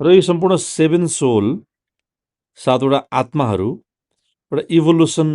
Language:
Nepali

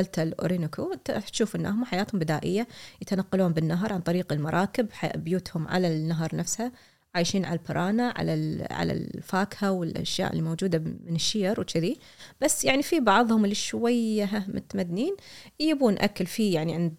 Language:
Gulf Arabic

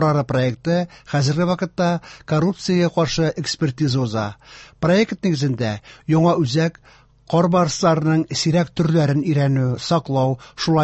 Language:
Tatar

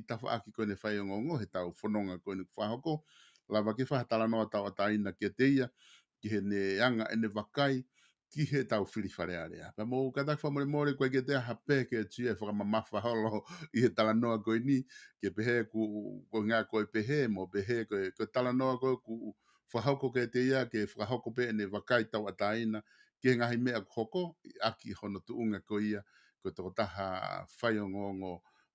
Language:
Tongan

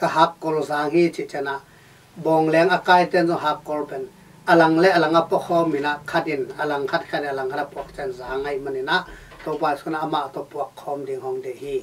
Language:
Tedim Chin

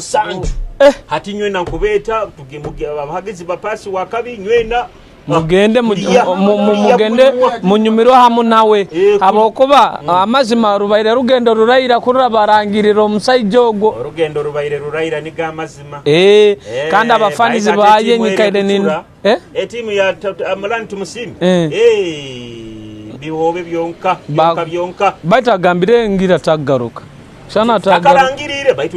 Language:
Nyoro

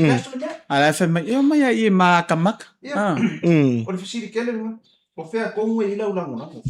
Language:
Samoan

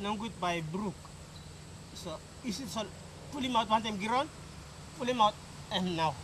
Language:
Tok Pisin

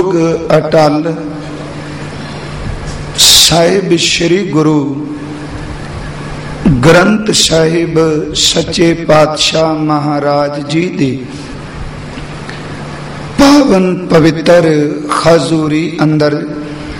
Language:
Punjabi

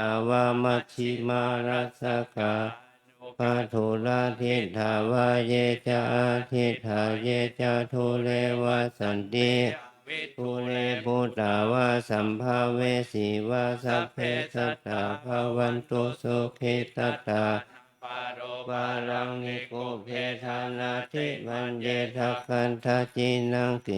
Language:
Pali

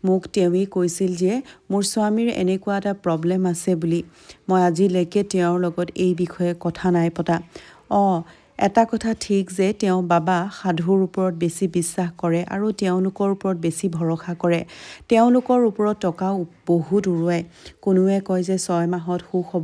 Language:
Assamese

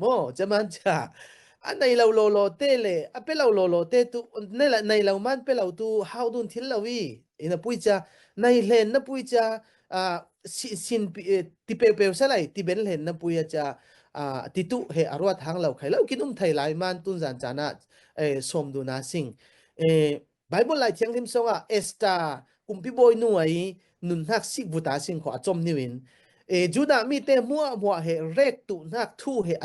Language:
Falam Chin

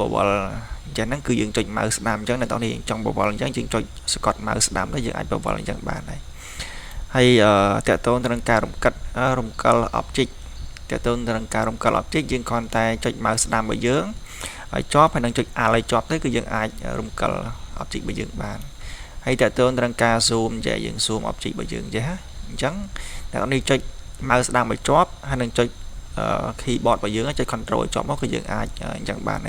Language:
Khmer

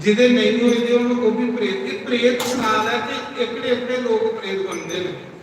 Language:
Dogri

